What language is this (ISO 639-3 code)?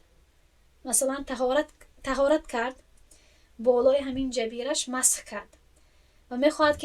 tgk